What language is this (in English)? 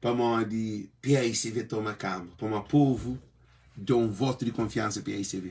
Kabuverdianu